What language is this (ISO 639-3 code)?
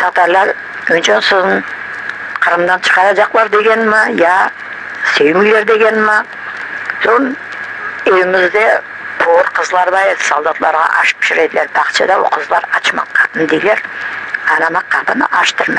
crh